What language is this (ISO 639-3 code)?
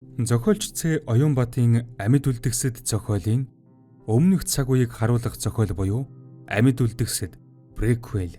mon